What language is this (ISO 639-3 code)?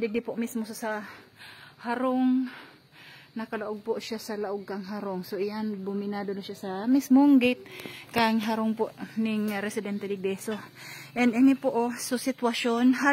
bik